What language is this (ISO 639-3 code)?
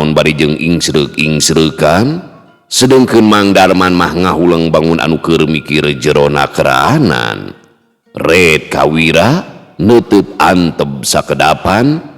sun